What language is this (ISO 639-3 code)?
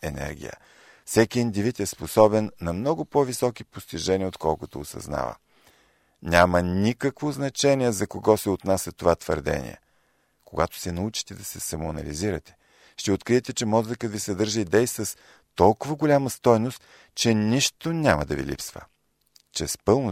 bul